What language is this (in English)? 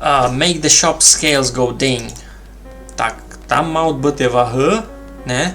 Rusyn